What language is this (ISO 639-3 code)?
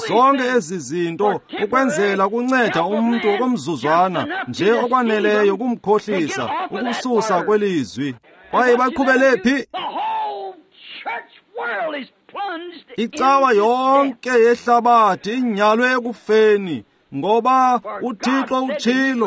xho